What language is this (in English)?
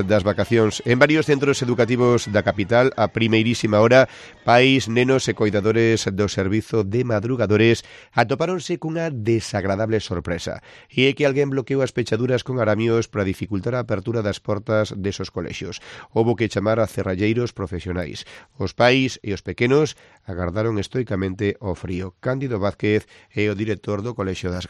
Galician